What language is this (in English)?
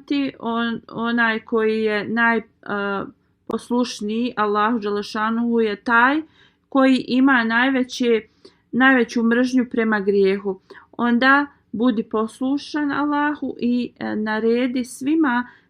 Bosnian